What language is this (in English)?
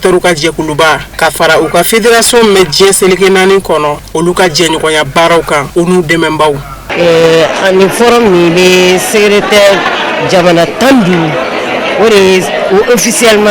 Bambara